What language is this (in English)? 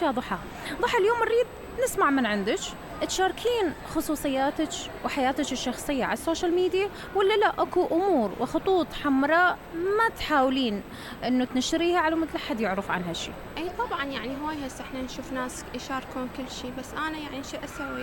Mesopotamian Arabic